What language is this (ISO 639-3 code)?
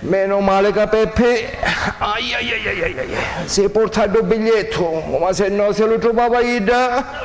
scn